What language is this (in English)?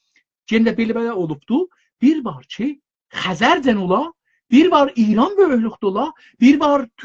South Azerbaijani